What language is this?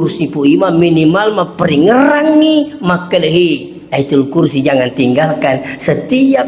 Buginese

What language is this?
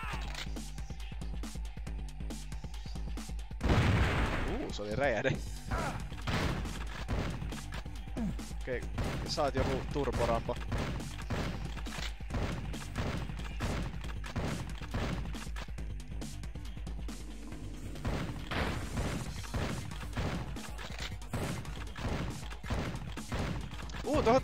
Finnish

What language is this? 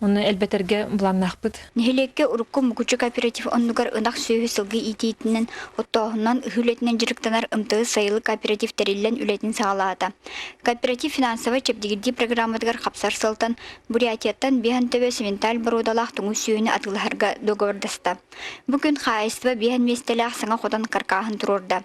Yakut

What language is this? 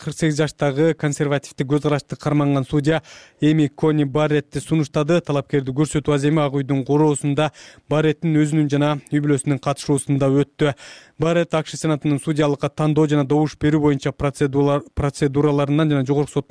Kyrgyz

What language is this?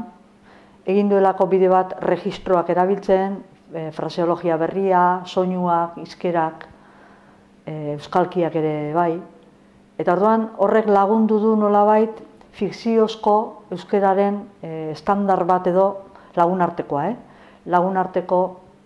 Basque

